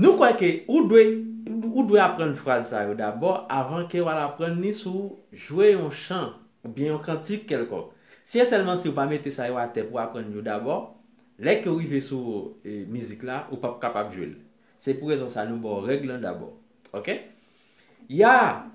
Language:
Haitian Creole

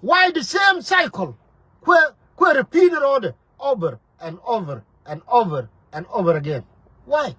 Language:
Nuer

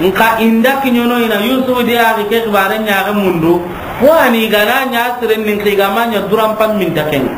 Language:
Soninke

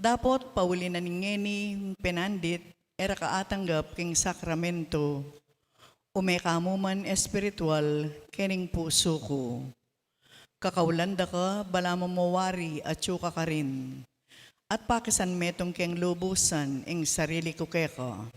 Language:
Pampanga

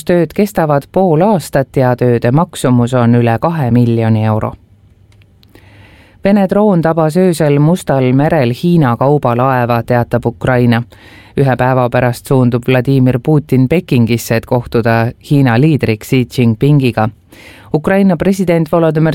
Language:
Estonian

